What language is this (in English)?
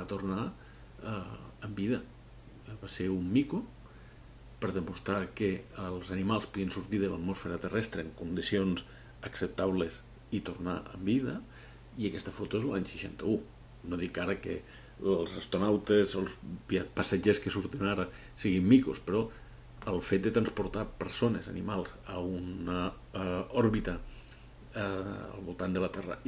Catalan